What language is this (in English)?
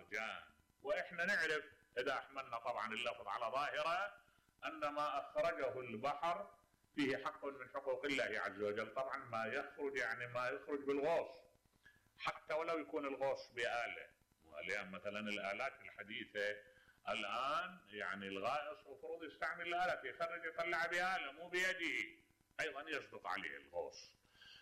Mesopotamian Arabic